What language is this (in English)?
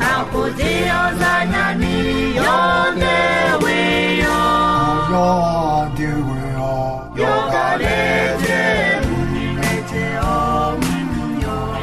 Akha